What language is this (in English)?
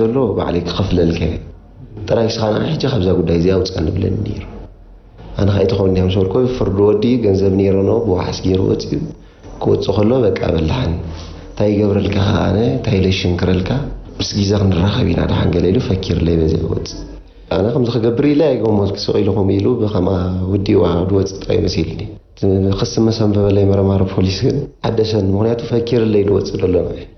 Tigrinya